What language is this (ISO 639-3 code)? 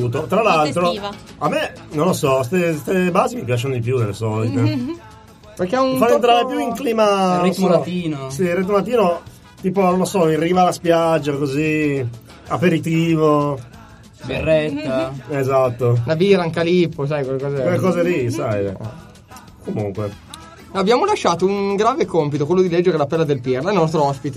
ita